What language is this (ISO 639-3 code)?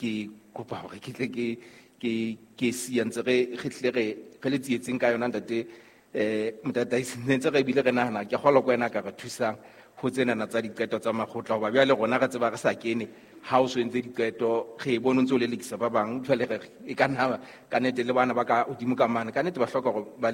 sot